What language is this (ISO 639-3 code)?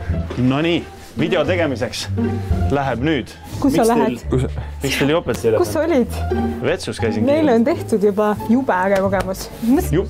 est